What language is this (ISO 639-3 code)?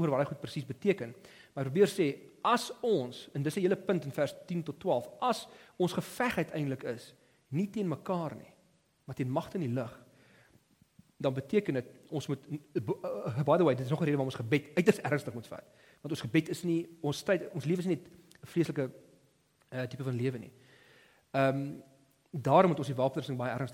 afr